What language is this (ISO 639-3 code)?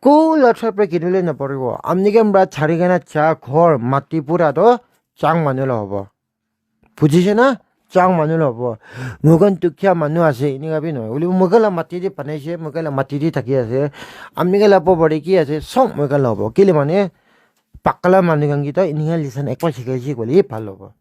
nag